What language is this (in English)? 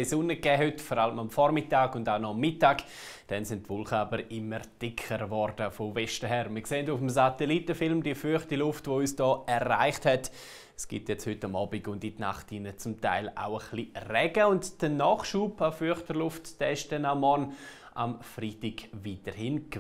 Swiss German